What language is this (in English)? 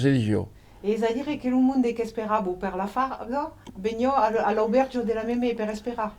Occitan